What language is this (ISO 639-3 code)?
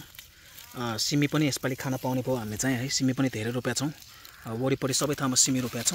nep